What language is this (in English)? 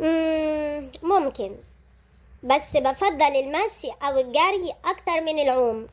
Egyptian Arabic